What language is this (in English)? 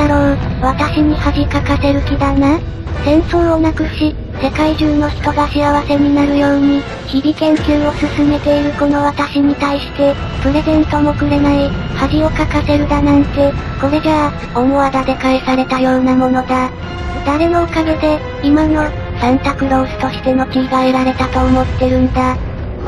Japanese